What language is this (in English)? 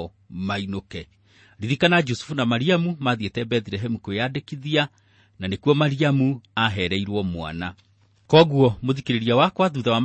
Kikuyu